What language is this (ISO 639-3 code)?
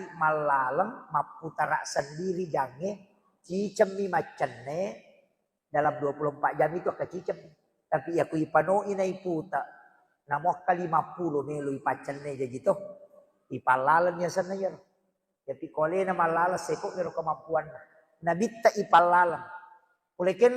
bug